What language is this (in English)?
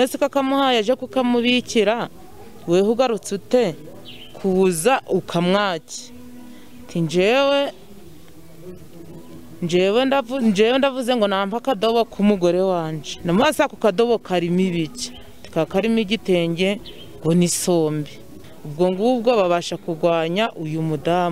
Kinyarwanda